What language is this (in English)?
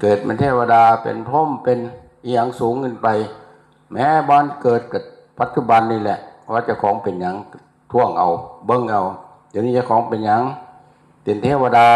Northeastern Thai